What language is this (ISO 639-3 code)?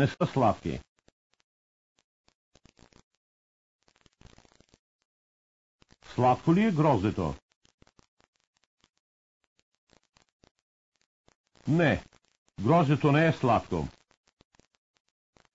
bul